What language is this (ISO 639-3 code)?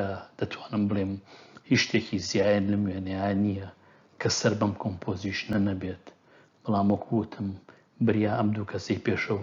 ckb